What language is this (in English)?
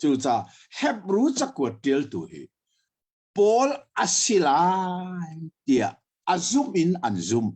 Hakha Chin